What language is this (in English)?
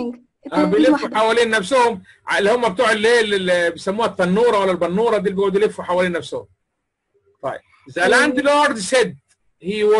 Egyptian Arabic